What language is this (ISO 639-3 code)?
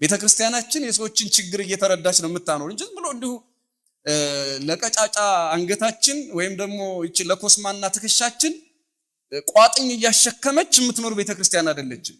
amh